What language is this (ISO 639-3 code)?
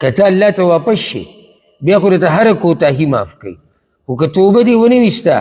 pus